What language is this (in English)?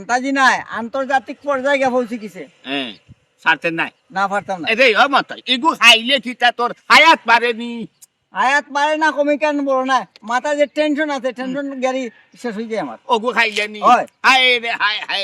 Sylheti